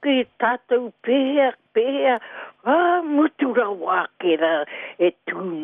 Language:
Māori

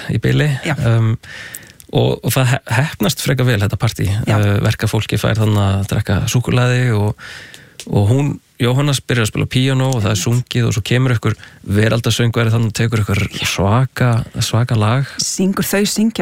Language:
Icelandic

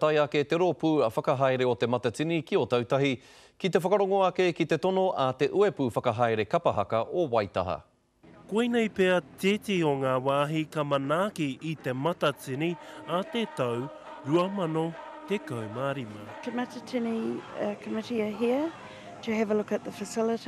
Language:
Māori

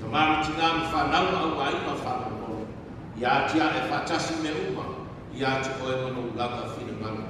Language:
Samoan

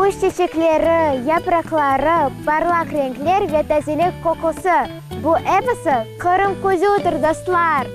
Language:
Crimean Tatar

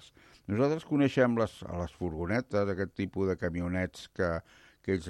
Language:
Catalan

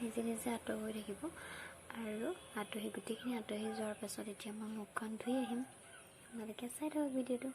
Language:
Assamese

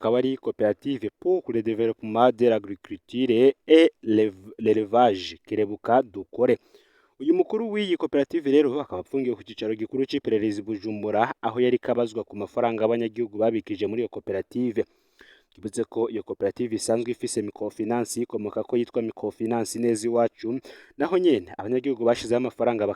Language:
Rundi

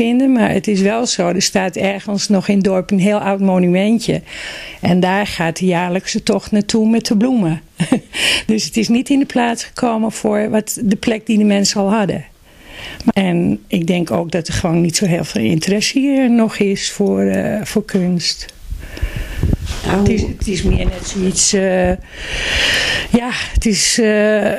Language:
Dutch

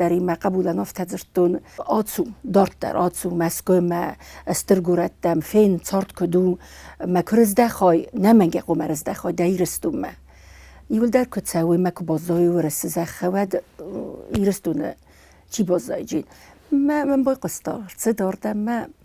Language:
Ossetic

